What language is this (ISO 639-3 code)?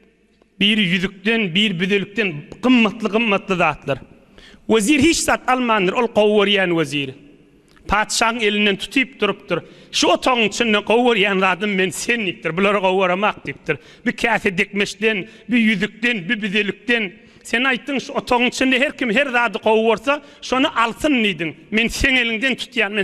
tuk